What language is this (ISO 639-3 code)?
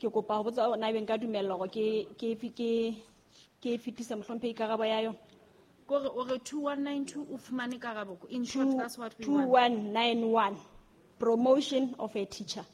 sot